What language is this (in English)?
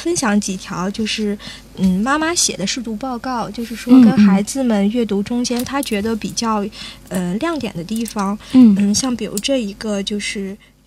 Chinese